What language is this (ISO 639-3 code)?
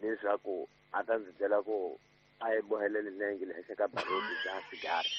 tso